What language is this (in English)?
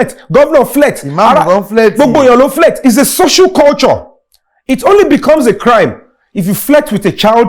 Yoruba